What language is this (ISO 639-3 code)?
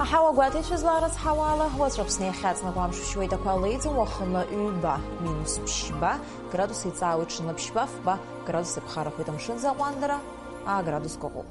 abk